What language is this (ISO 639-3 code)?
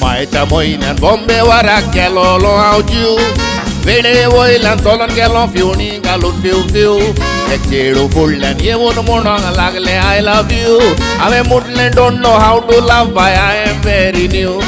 kok